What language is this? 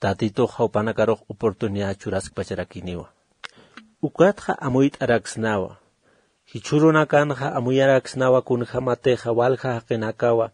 Aymara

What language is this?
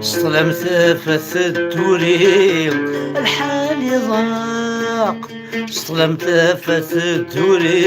Kabyle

